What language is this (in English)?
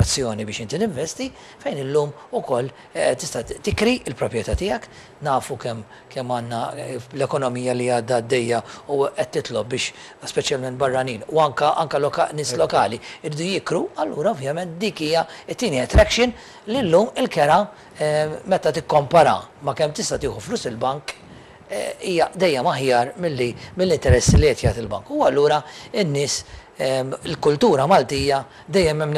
Maltese